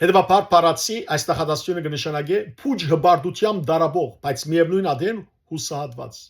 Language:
Western Armenian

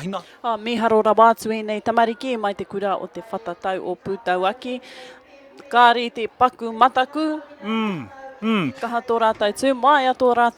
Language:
Māori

